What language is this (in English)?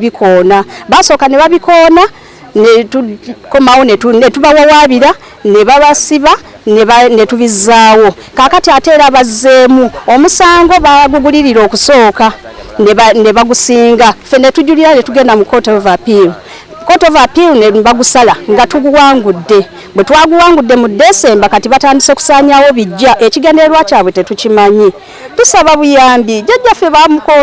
Ganda